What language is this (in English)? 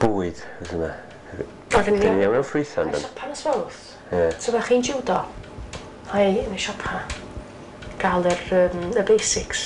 Welsh